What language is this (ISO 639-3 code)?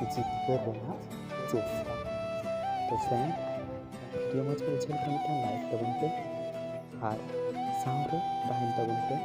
sat